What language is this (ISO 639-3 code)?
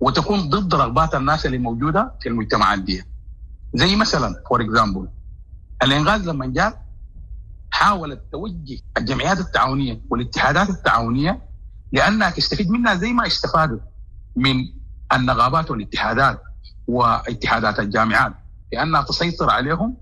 apd